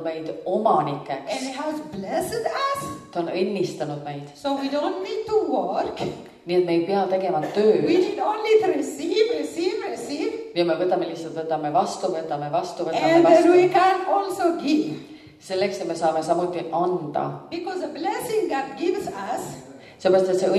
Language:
Estonian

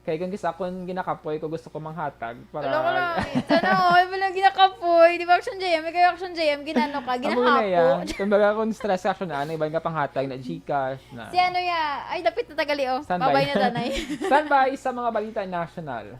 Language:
Hiligaynon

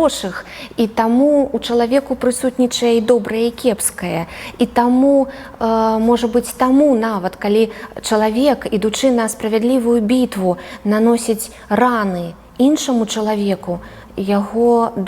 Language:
Belarusian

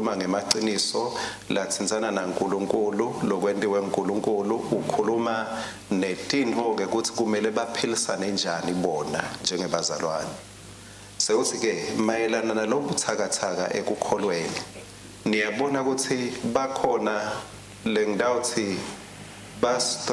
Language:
Swati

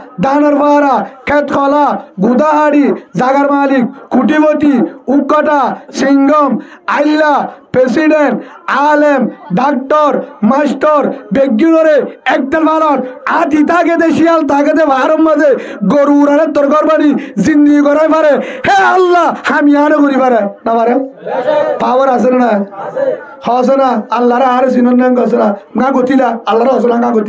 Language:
Rohingya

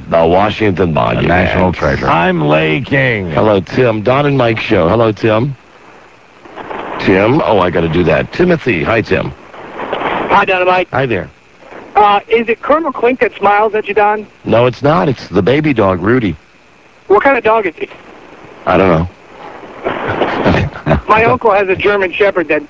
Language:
English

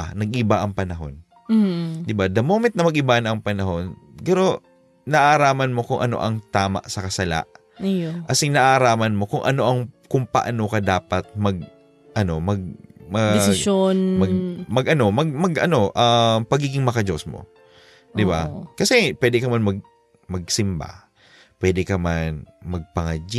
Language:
Bikol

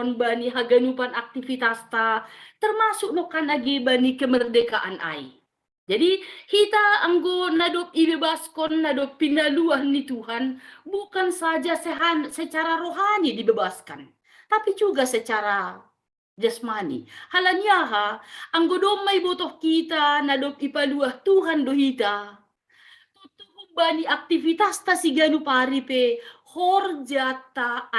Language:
Batak Simalungun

